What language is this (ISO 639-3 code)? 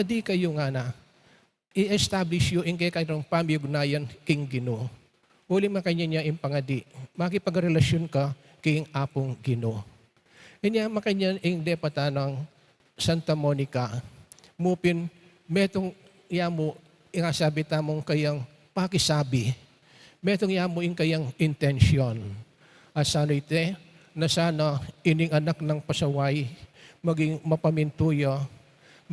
pam